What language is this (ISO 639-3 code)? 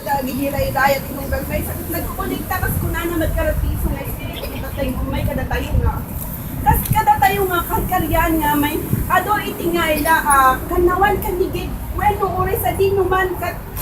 ilo